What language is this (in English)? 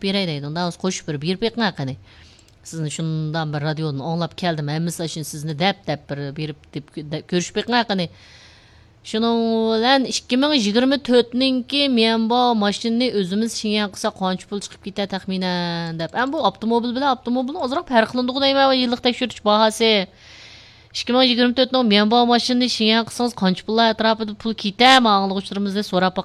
Uyghur